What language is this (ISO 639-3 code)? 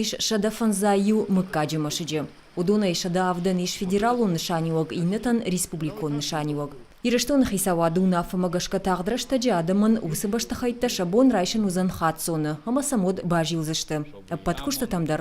oss